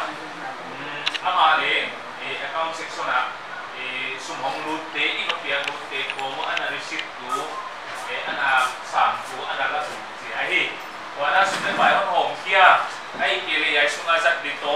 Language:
Paite Chin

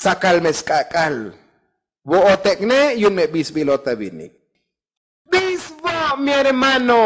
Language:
Tzotzil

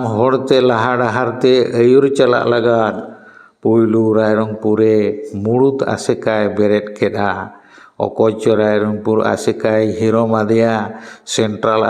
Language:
Santali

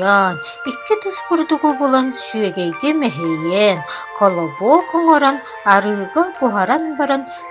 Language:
Yakut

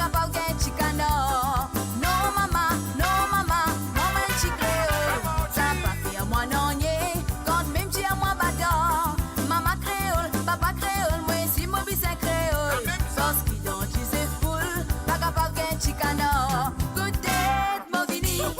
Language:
Morisyen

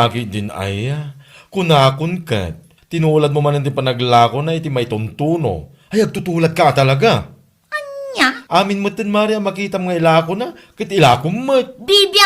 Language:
Iloko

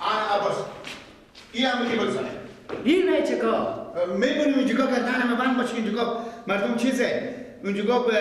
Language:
Persian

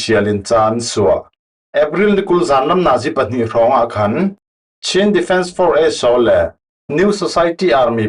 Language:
Falam Chin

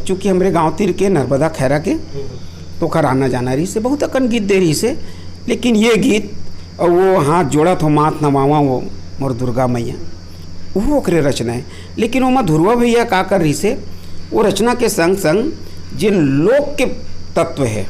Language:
Chhattisgarhi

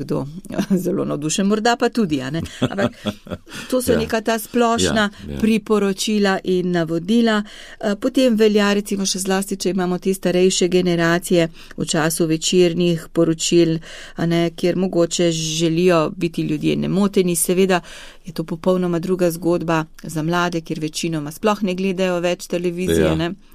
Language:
Slovenian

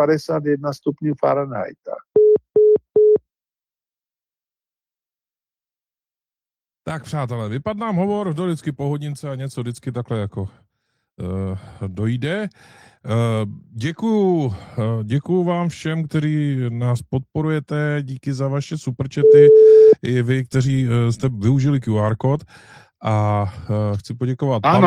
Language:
Czech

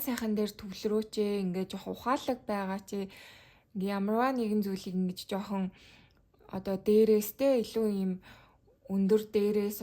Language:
Mongolian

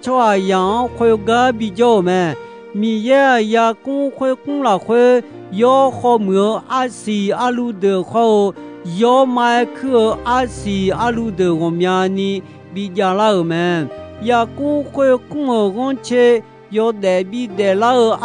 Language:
Akha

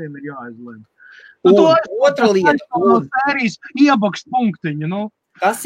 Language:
Latvian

